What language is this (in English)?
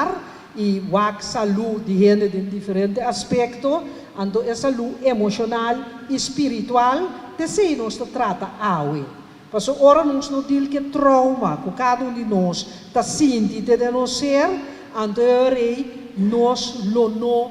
Papiamento